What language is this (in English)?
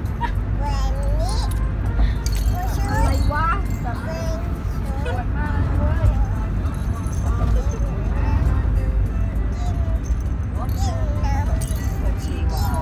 Thai